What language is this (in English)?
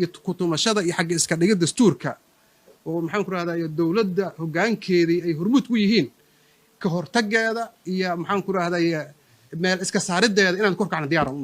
Somali